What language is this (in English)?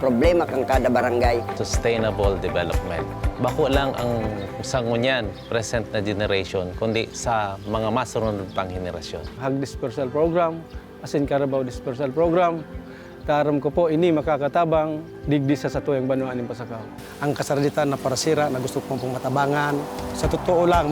Bikol